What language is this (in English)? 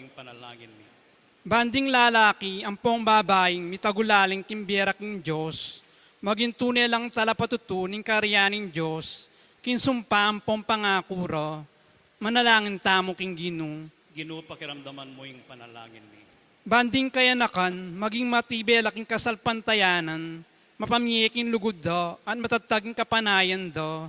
Pampanga